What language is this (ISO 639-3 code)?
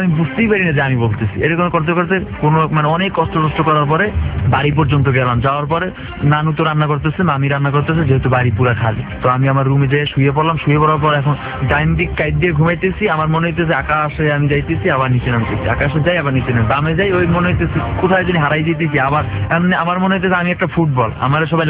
ben